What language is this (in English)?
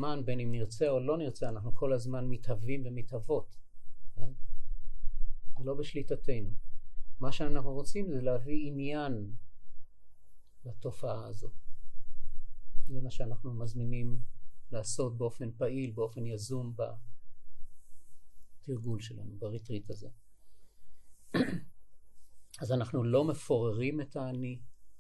Hebrew